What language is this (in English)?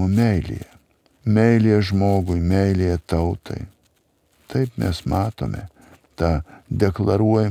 Lithuanian